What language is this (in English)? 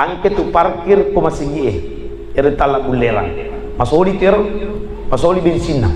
Buginese